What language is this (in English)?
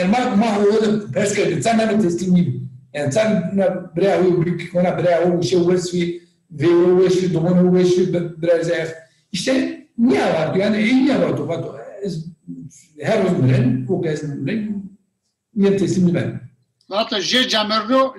Zaza